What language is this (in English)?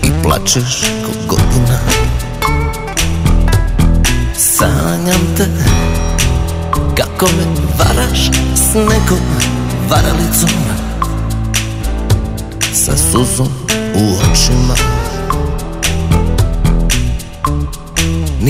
Serbian